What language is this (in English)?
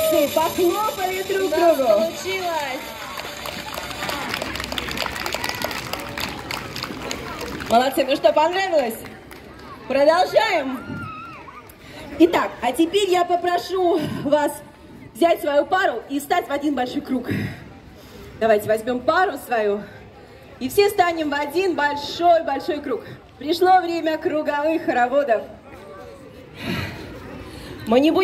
Russian